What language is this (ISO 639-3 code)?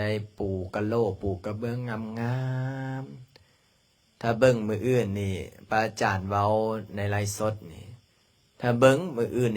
lao